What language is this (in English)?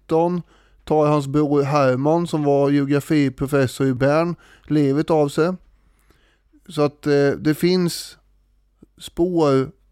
Swedish